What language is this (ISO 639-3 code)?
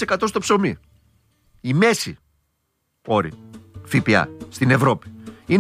ell